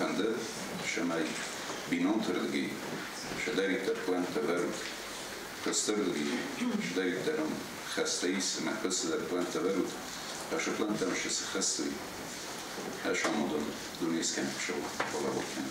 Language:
Ossetic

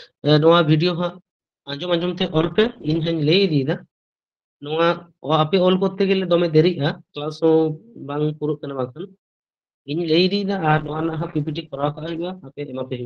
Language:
Santali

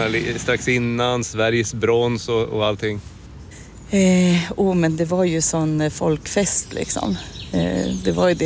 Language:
Swedish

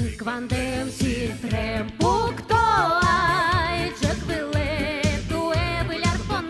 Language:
Udmurt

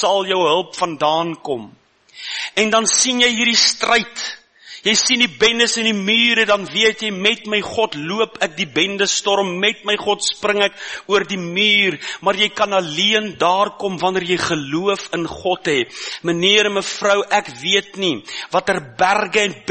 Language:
Afrikaans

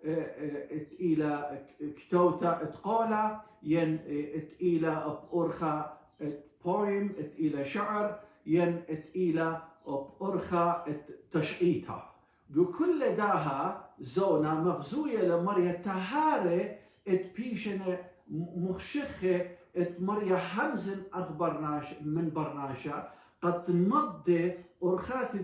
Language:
Assyrian Neo-Aramaic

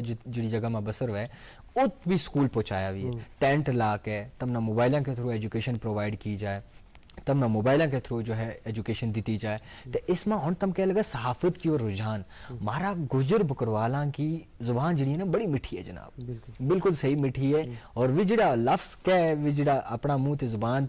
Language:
Gujari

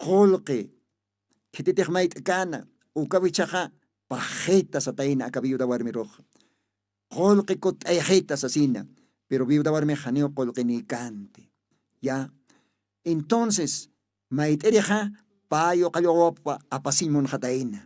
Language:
Aymara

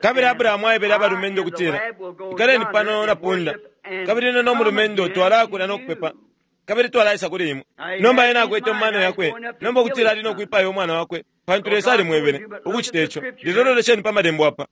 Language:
Bemba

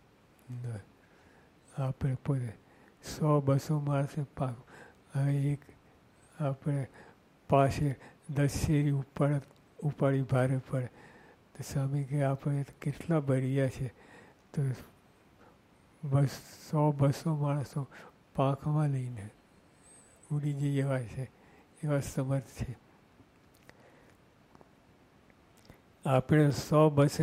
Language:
Gujarati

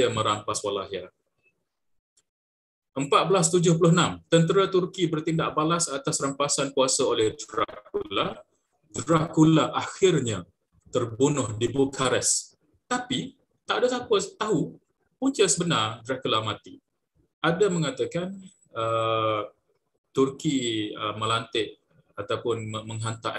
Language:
Malay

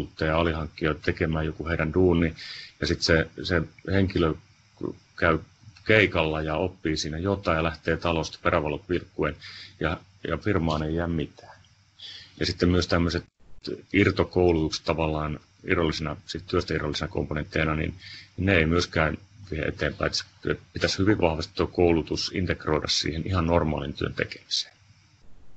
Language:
Finnish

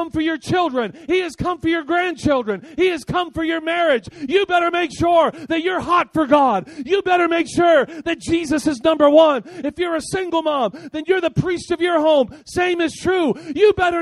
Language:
English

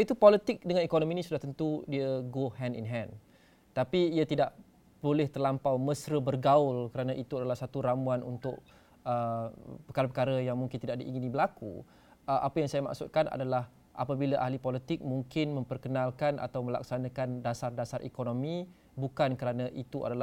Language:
Malay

